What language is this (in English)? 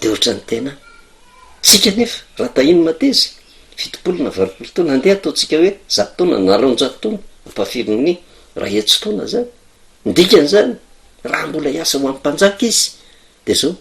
Malagasy